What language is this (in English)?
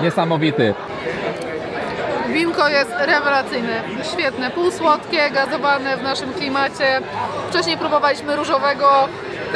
Polish